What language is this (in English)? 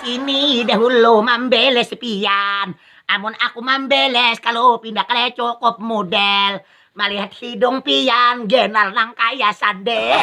Banjar